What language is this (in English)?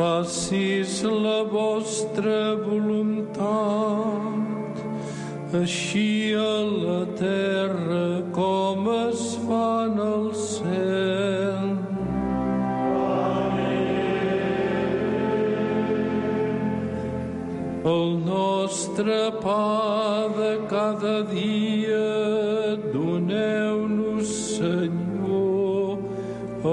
Catalan